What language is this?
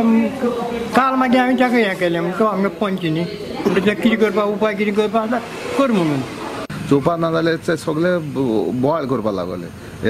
Konkani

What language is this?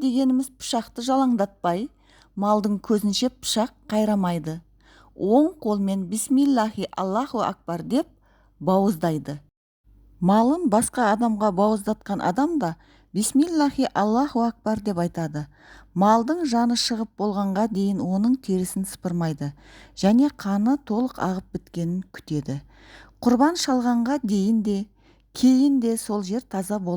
Kazakh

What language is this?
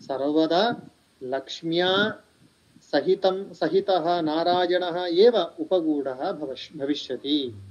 Sanskrit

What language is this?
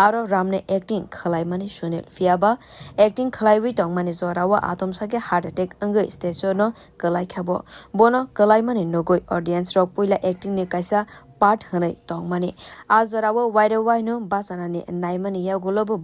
Kok Borok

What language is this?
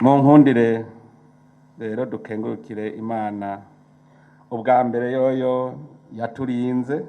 Rundi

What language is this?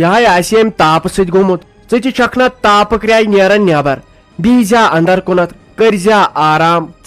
Kashmiri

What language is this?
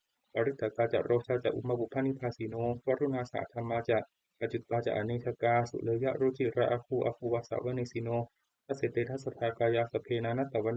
Pali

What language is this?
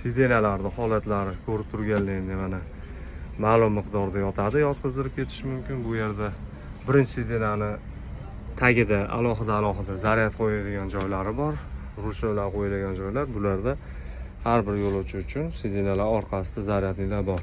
Uzbek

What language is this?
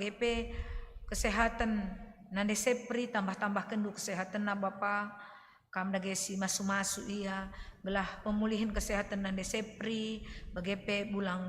Batak Karo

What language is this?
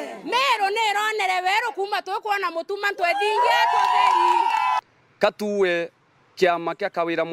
Meru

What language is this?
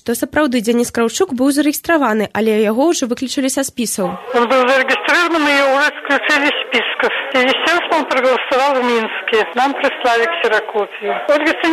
Belarusian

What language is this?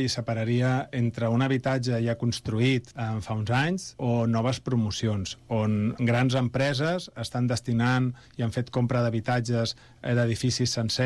Catalan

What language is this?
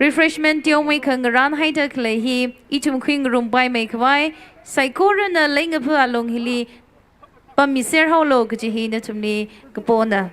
Tangkhul Naga (India)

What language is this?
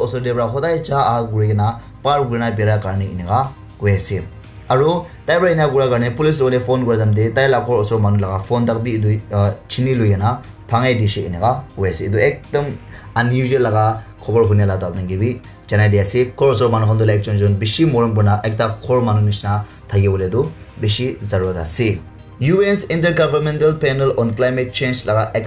Naga Pidgin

